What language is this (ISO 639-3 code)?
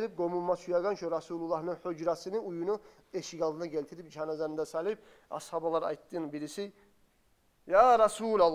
kum